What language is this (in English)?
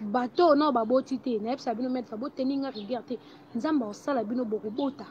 Lingala